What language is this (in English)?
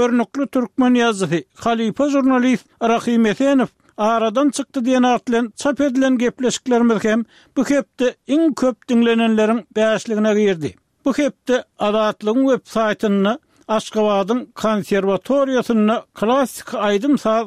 Turkmen